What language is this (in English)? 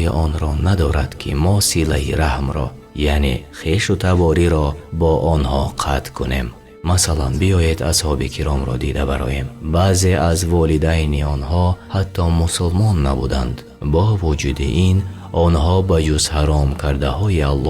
Tajik